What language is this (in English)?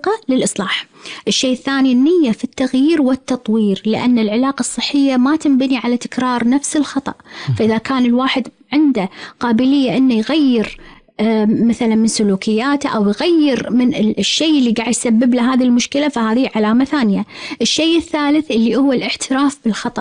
Gulf Arabic